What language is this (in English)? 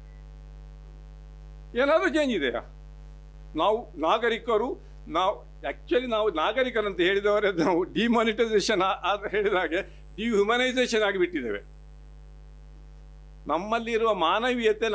Kannada